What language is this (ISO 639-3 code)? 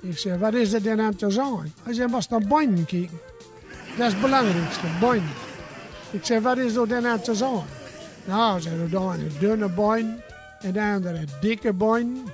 gos